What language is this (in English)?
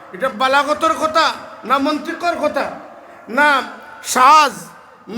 Sylheti